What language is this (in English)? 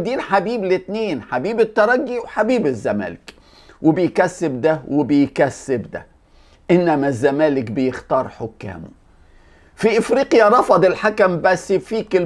Egyptian Arabic